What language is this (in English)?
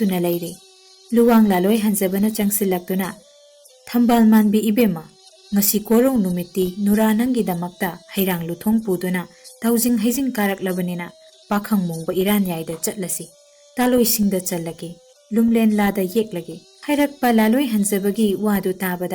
Manipuri